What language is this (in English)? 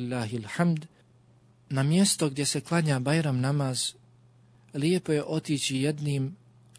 Bosnian